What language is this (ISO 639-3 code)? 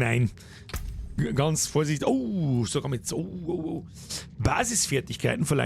bar